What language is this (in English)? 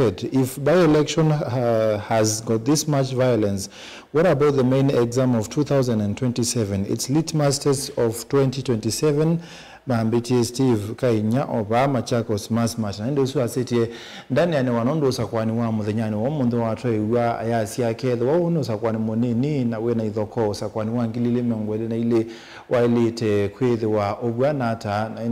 Kamba